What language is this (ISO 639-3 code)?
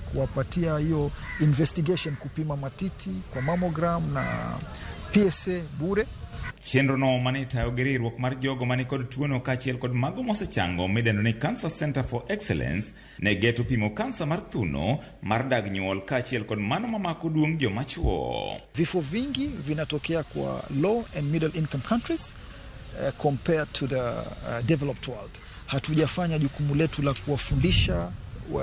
luo